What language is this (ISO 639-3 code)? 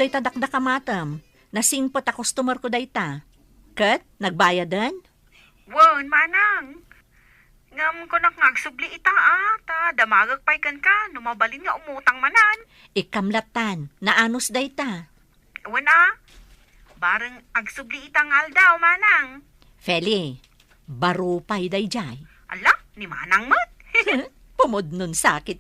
ilo